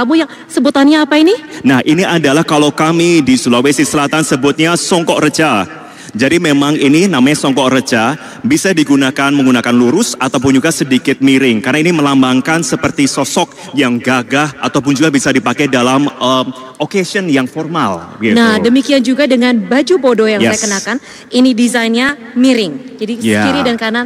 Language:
Indonesian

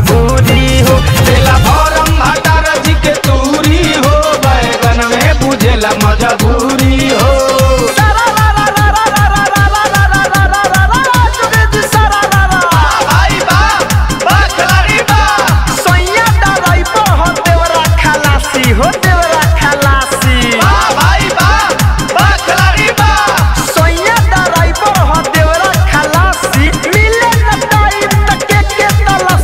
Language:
Bhojpuri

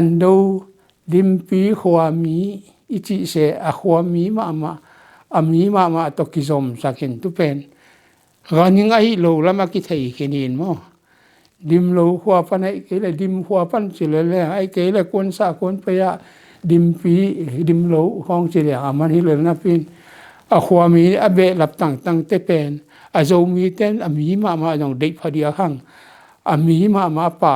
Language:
Tedim Chin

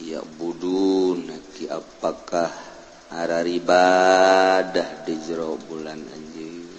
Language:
Sundanese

